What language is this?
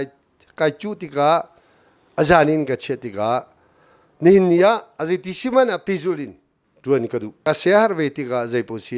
Hakha Chin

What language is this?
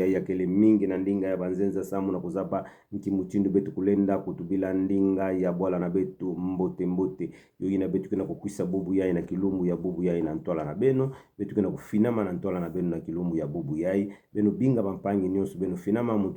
Kituba (Democratic Republic of Congo)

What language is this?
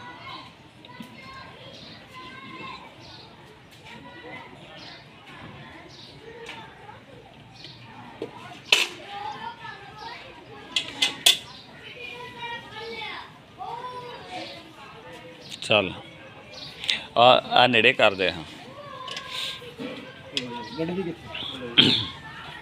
Punjabi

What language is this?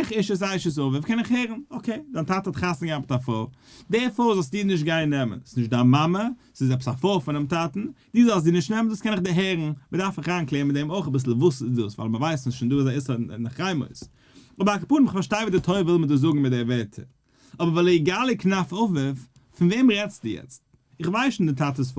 Yiddish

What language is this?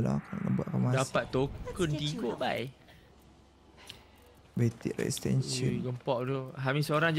Malay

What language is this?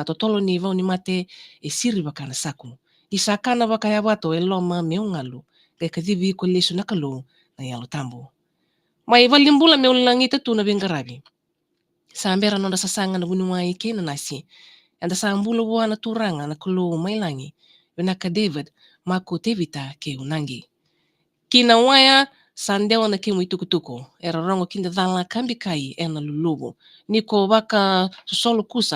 Fijian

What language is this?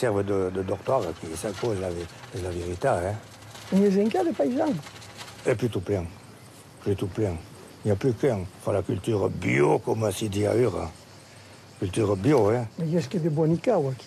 Occitan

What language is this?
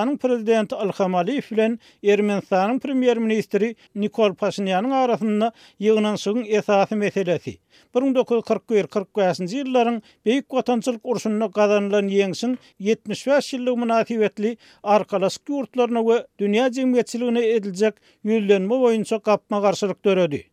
Turkmen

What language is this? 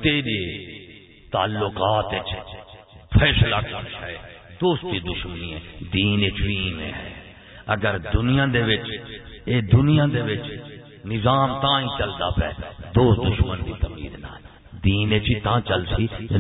Saraiki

